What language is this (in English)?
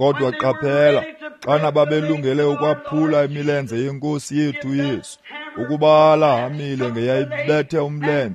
Xhosa